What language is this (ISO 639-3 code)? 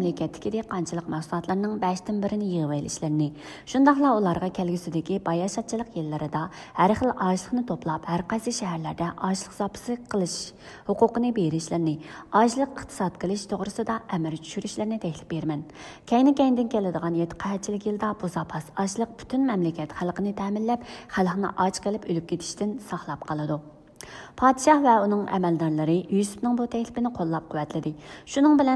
uig